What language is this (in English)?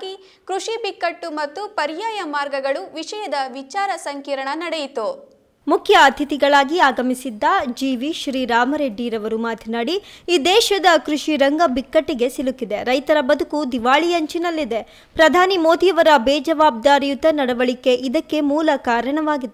Kannada